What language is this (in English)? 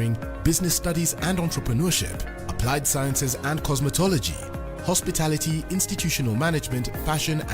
Meru